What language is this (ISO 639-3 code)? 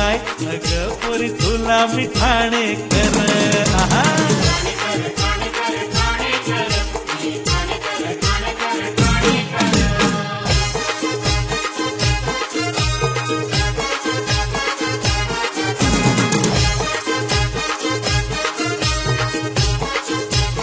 mar